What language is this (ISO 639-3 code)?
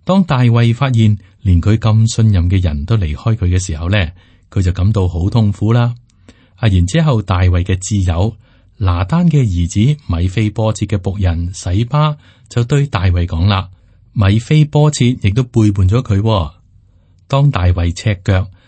yue